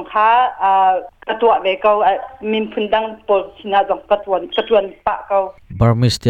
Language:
Hakha Chin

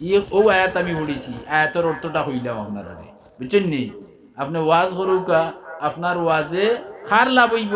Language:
Sylheti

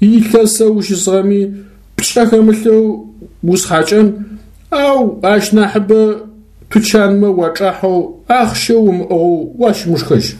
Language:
Adyghe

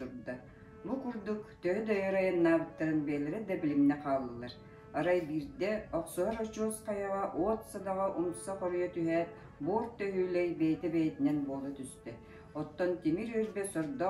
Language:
Yakut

